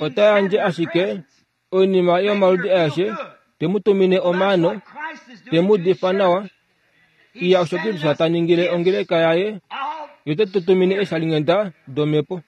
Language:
Kuanyama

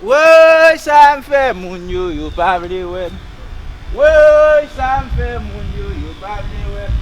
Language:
Haitian Creole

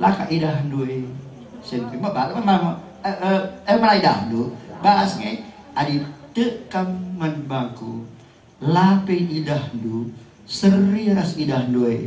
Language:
Batak Karo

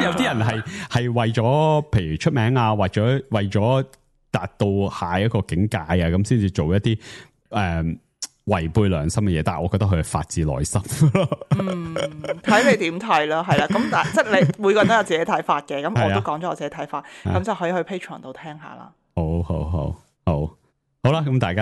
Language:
Cantonese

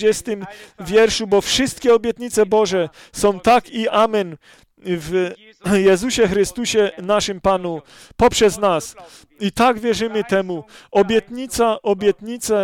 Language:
Polish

